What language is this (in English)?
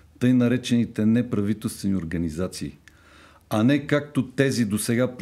Bulgarian